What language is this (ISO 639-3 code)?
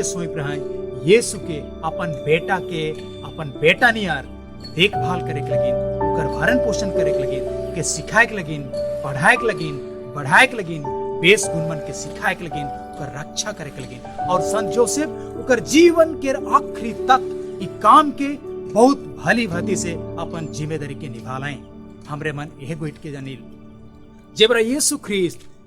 sck